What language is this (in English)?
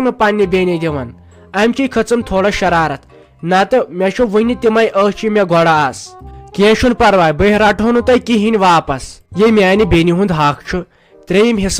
Kashmiri